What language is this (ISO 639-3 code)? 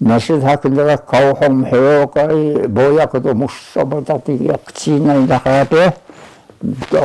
trv